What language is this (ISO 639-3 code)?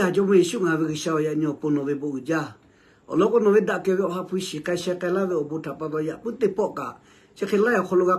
lhu